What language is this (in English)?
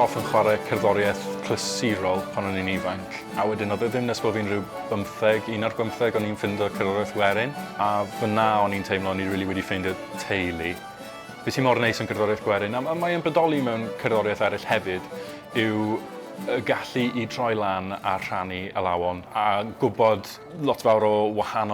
Welsh